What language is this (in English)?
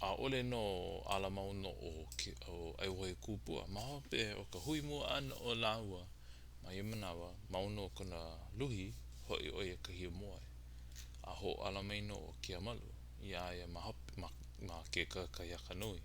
Hawaiian